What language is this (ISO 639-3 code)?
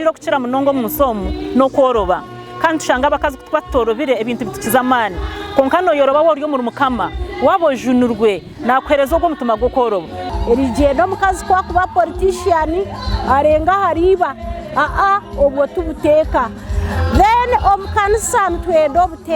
nyn